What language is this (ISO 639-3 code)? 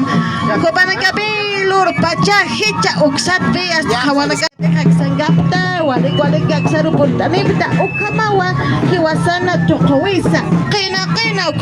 aym